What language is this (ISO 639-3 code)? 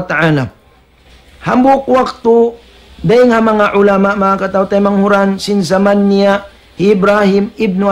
tsg